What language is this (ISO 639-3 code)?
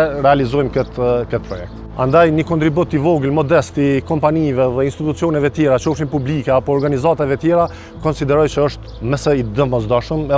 sqi